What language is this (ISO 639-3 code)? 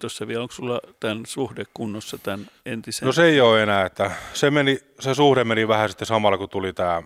fin